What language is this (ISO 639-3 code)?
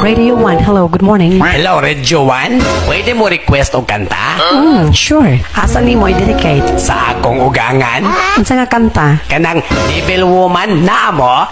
ceb